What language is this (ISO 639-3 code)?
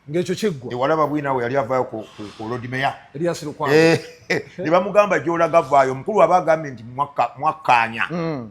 lug